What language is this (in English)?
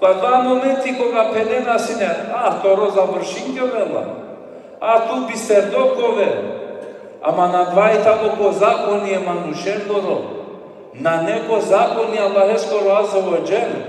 Balkan Romani